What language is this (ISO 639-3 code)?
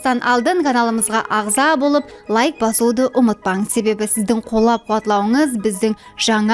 kaa